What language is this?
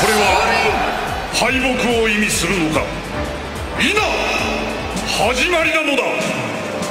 Japanese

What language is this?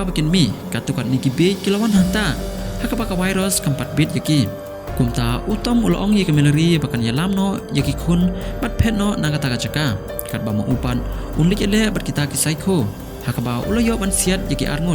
Khasi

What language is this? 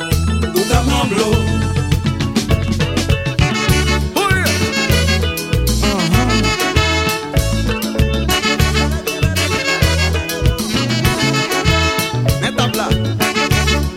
French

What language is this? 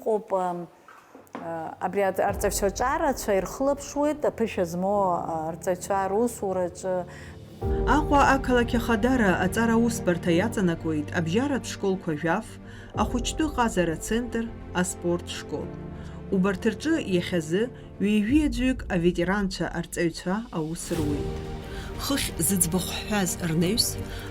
Abkhazian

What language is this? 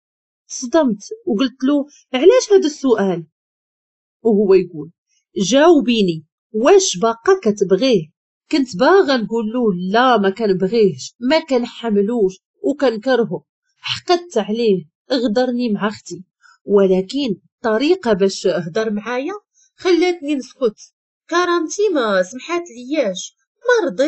Moroccan Arabic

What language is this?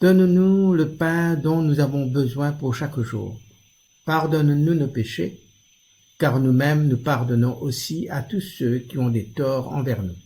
Morisyen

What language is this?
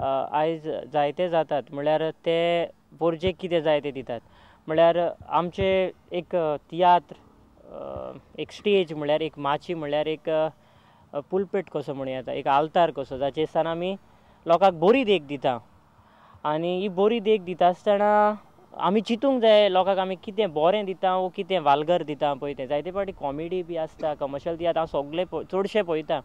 Konkani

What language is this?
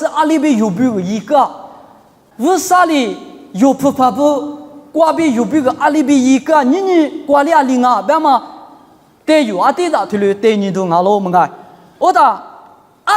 Lisu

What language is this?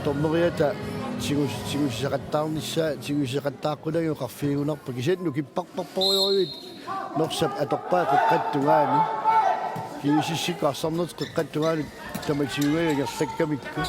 Kalaallisut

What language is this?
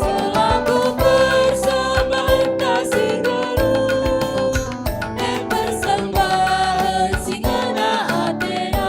Batak Karo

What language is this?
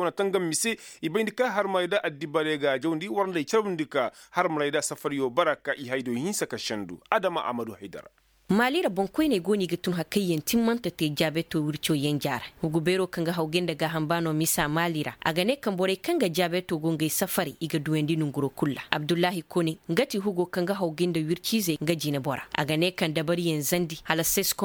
Koyraboro Senni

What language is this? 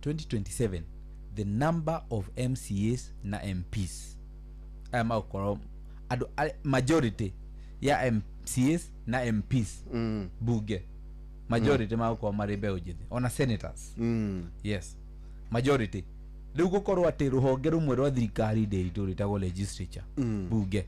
Kikuyu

